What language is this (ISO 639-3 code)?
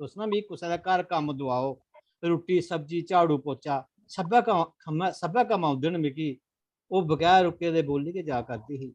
doi